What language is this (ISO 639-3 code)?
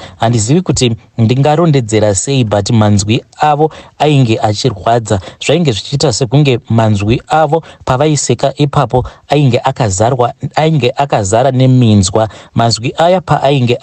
sna